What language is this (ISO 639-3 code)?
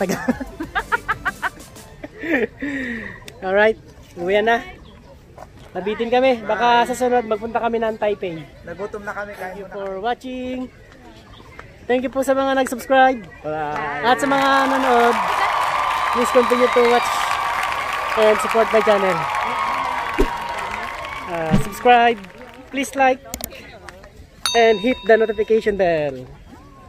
fil